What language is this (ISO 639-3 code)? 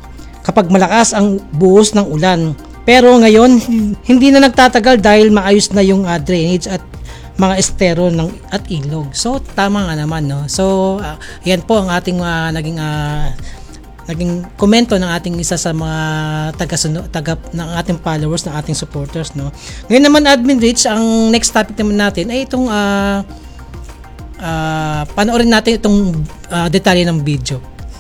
fil